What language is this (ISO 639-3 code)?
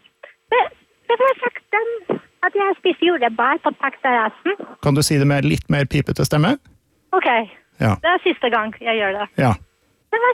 nor